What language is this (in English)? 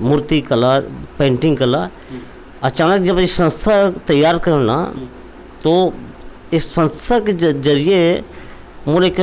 Chhattisgarhi